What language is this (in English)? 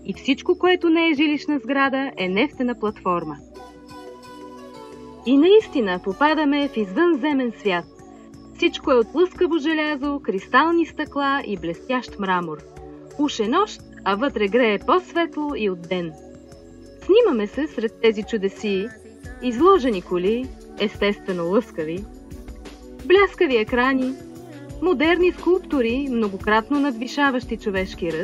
Bulgarian